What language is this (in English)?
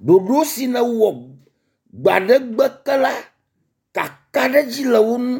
Ewe